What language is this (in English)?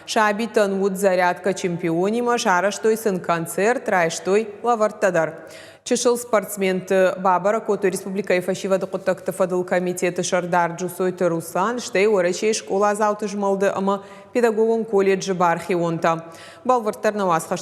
Ossetic